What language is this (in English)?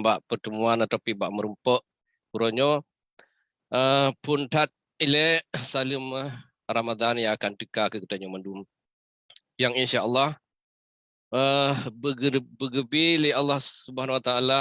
Achinese